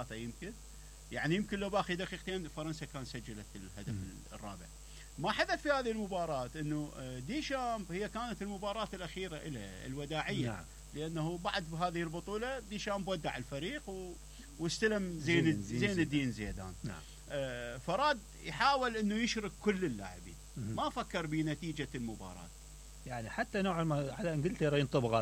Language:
Mesopotamian Arabic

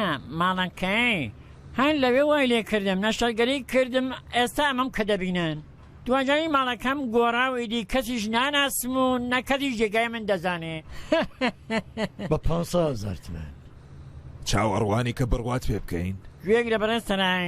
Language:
Central Kurdish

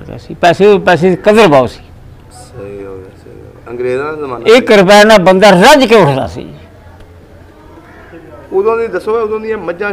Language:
Punjabi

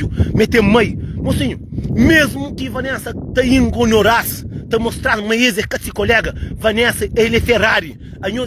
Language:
Kabuverdianu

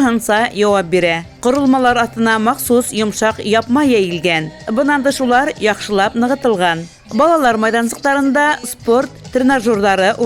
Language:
Bashkir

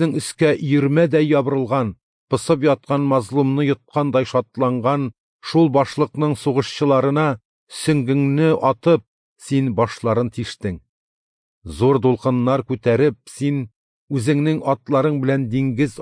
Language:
Tatar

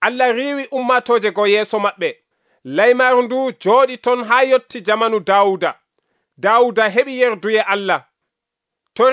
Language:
Nigerian Fulfulde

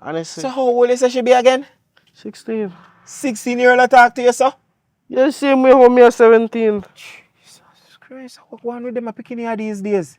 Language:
Jamaican Creole English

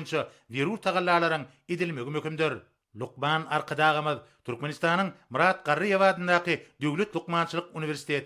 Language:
Turkmen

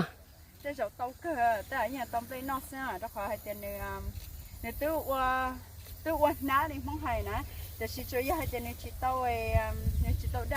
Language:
Hmong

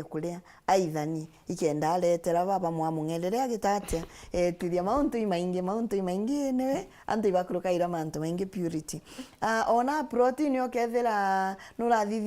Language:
Meru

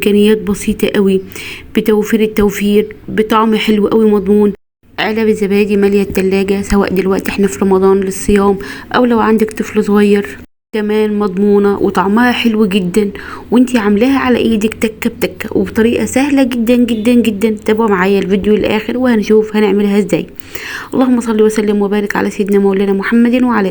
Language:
Egyptian Arabic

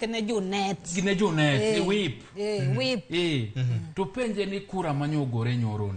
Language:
Luo (Kenya and Tanzania)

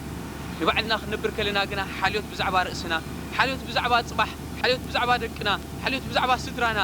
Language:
Tigrinya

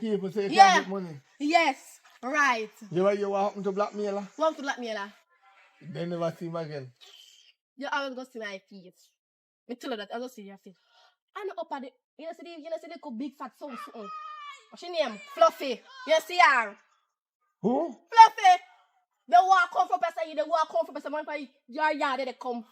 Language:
Jamaican Creole English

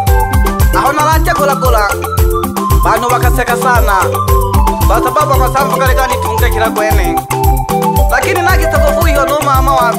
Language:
Swahili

